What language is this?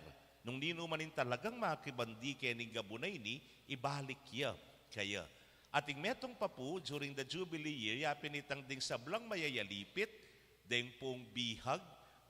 Pampanga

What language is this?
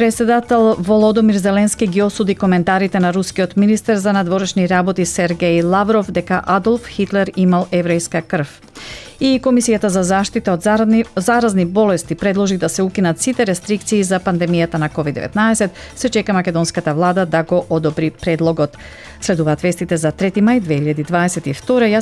Macedonian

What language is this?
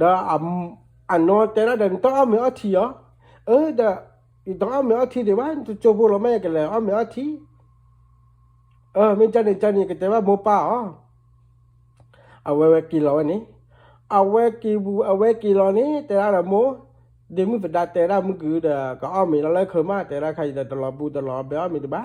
S'gaw Karen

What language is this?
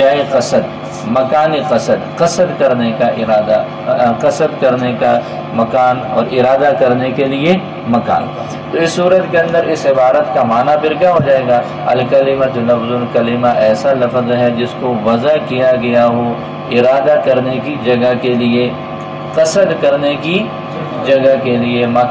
Urdu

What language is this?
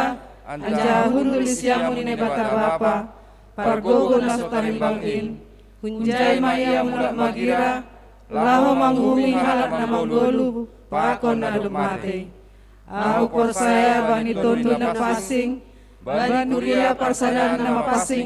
Batak Simalungun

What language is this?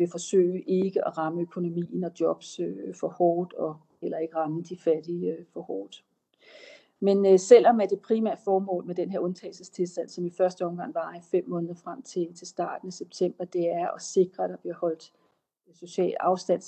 Danish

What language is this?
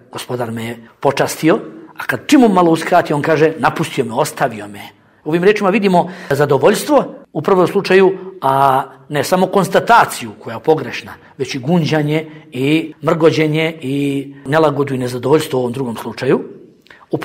Bosnian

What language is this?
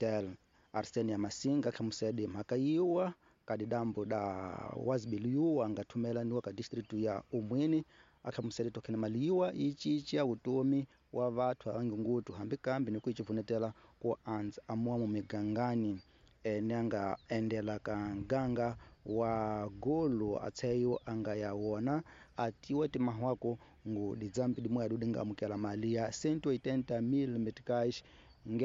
Tsonga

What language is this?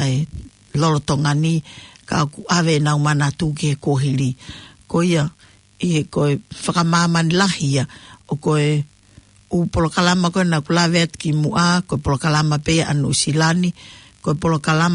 Tongan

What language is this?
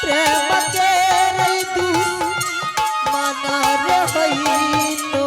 Angika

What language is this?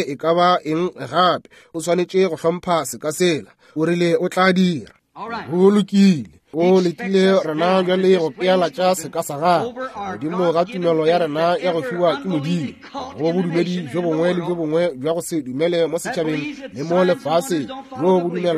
Northern Sotho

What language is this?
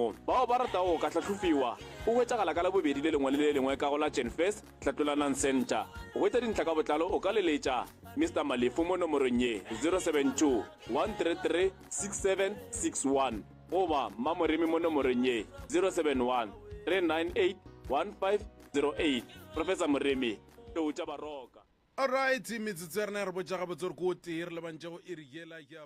Northern Sotho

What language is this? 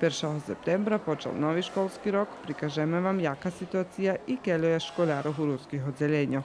Rusyn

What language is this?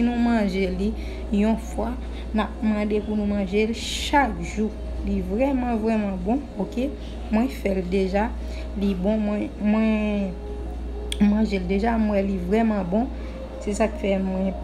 Haitian Creole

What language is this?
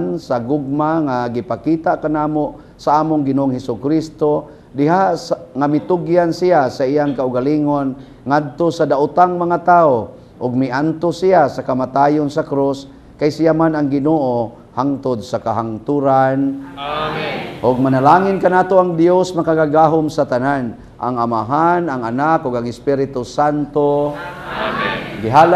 Cebuano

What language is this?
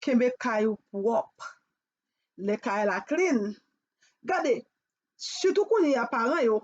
Haitian Creole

